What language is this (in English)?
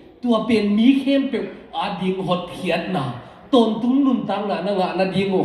Tedim Chin